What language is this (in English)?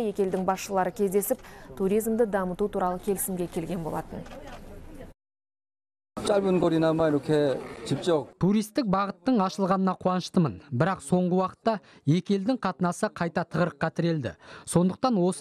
Kazakh